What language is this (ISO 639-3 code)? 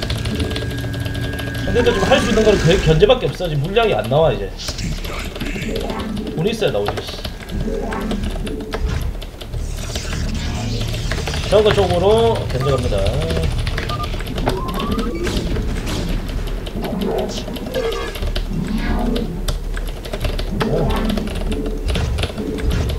kor